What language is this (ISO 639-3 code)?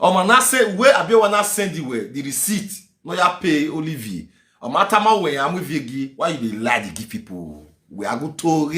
pcm